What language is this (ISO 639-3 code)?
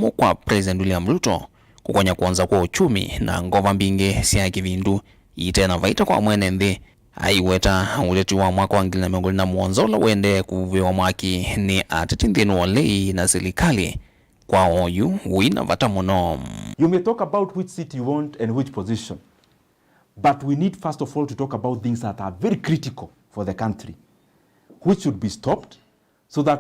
kam